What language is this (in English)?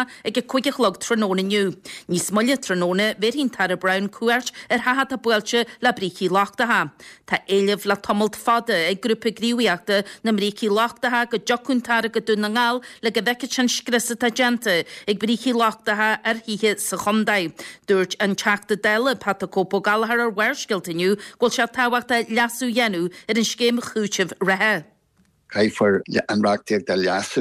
Irish